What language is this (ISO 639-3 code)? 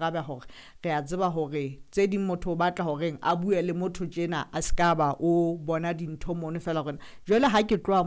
sot